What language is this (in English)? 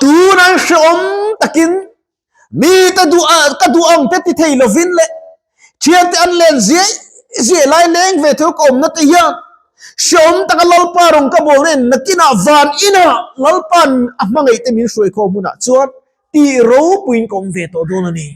Mizo